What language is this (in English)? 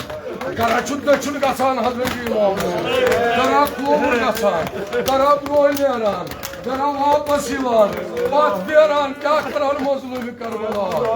Kashmiri